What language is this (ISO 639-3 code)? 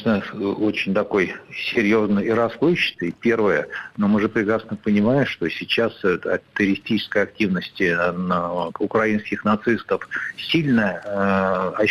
rus